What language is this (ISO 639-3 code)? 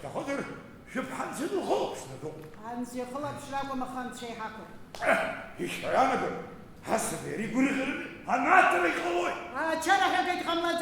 abk